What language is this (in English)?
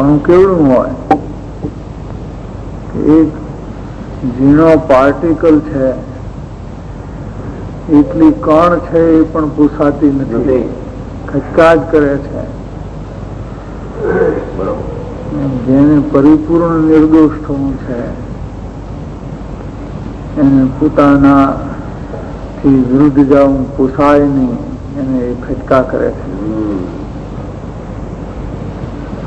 Gujarati